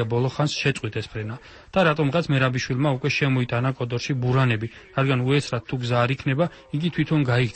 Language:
Georgian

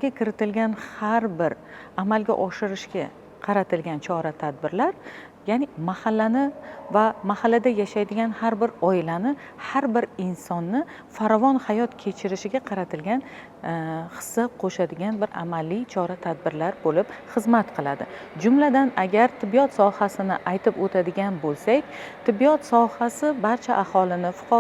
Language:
Uzbek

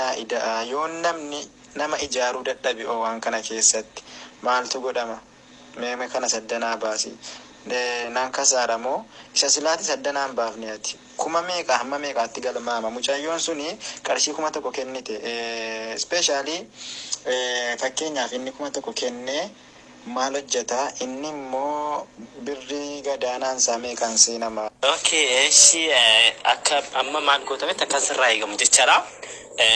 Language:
Oromo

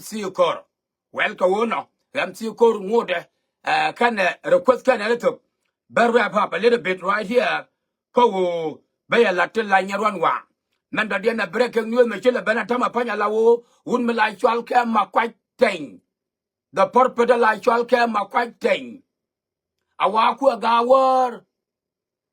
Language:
Nuer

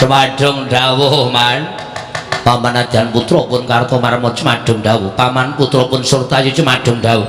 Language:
Javanese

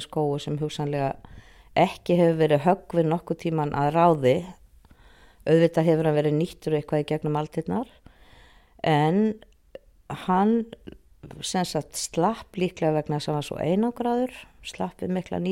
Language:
Icelandic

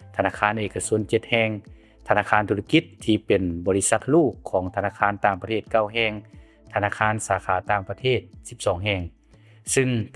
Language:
Lao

